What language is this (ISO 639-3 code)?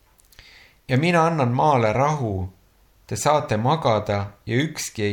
est